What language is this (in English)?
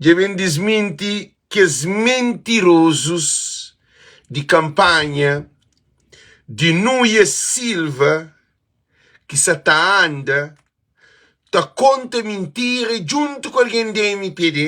Kabuverdianu